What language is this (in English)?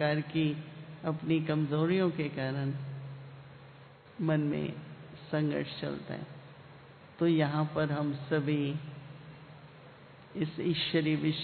Hindi